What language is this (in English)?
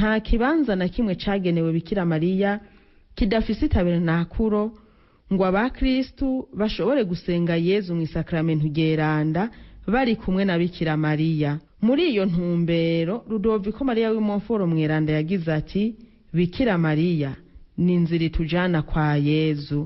Rundi